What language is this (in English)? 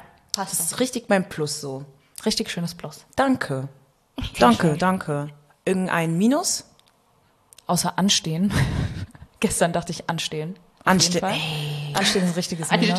German